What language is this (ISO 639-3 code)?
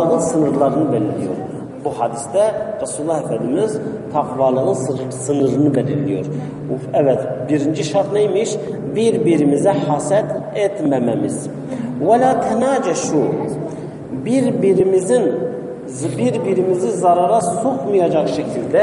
tur